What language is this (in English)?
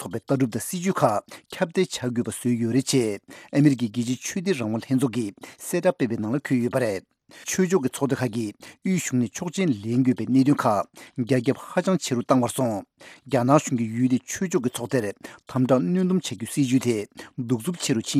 Tibetan